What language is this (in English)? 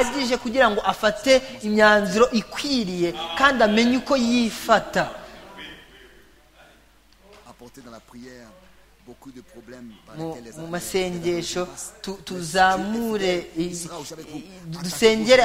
Kinyarwanda